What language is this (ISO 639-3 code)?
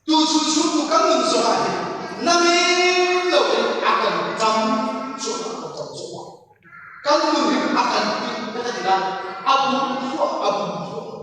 cnh